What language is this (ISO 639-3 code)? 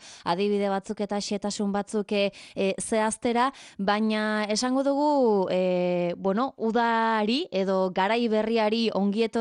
eus